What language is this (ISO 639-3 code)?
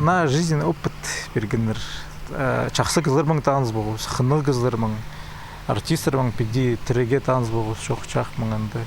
kjh